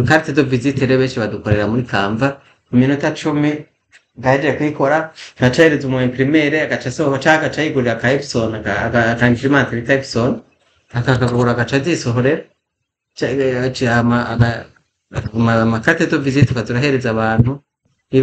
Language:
Rundi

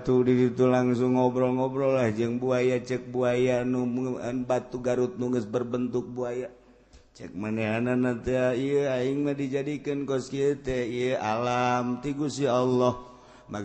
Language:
Sundanese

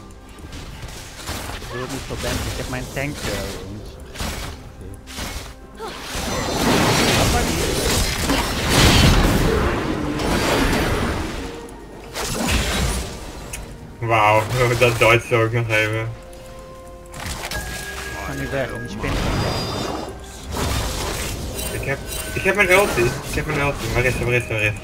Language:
Dutch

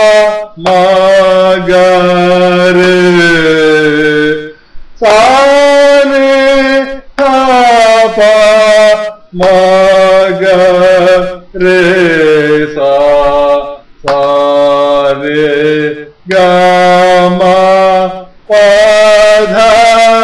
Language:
Kannada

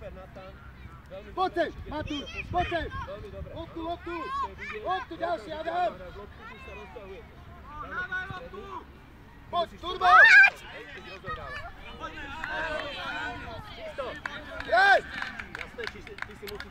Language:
Slovak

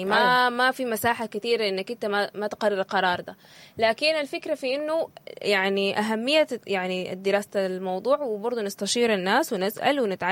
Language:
Sudanese Arabic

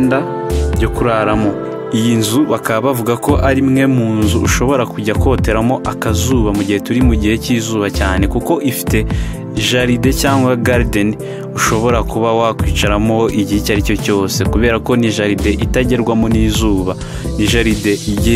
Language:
Kinyarwanda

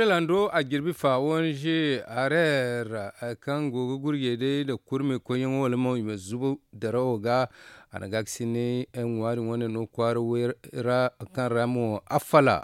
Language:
Zarma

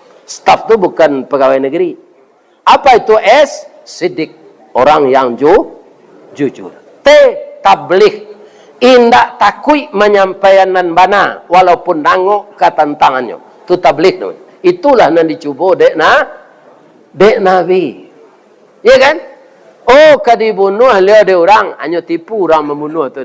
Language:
Minangkabau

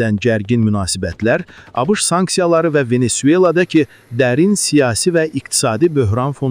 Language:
Azerbaijani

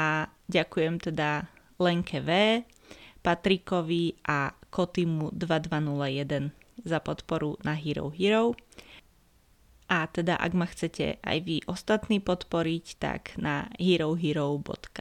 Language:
Slovak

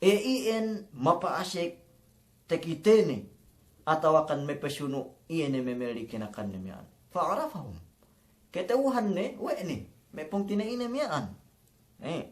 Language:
Yakan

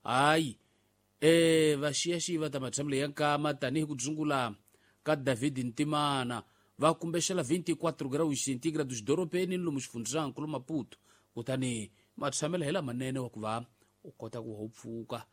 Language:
Tsonga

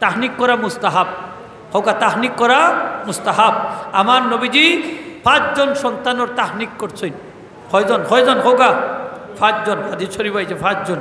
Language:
Sylheti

